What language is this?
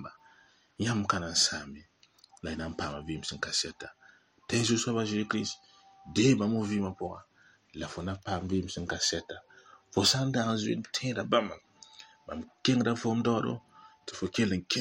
Mossi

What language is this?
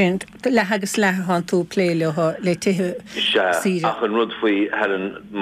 Irish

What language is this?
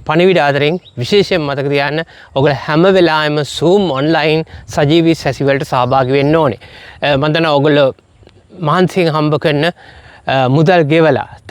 Sinhala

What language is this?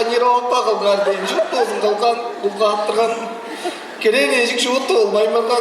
Tuvinian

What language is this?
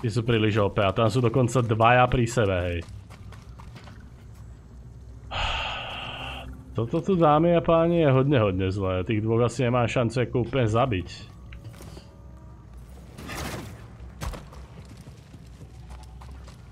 Slovak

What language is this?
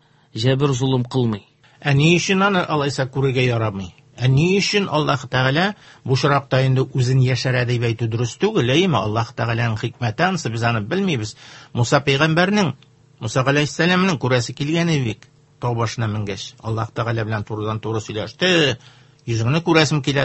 Tatar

